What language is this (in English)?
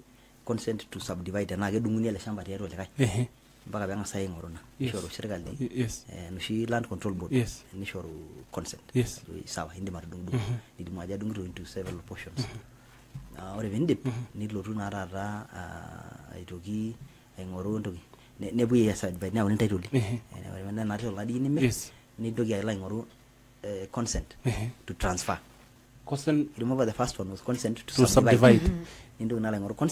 Masai